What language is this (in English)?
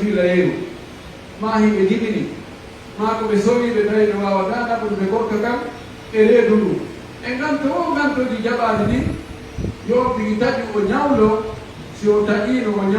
Pular